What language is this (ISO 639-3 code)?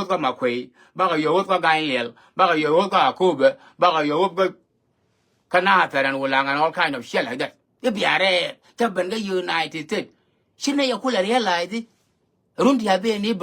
nus